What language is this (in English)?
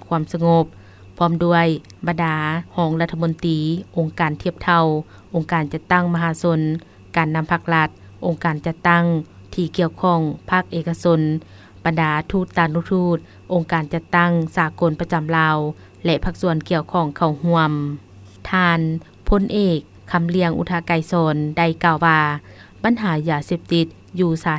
Lao